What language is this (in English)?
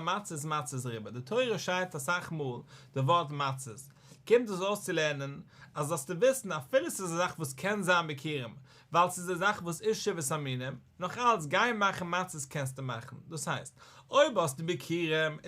Yiddish